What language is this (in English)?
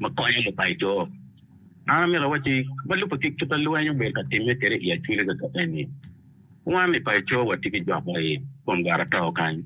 Acoli